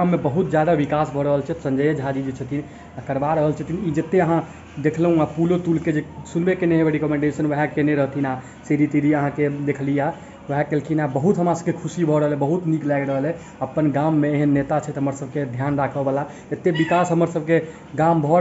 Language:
Maithili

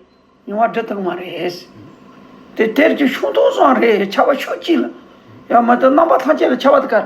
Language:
Tibetan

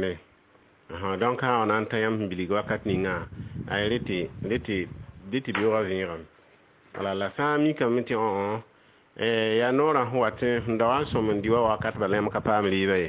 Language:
Mossi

